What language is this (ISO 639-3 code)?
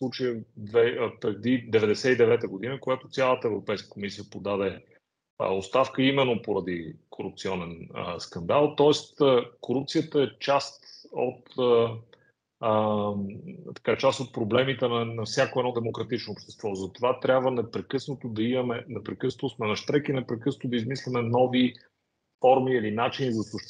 bul